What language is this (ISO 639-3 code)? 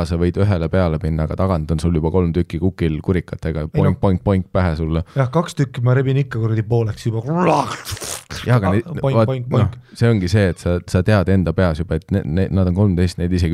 est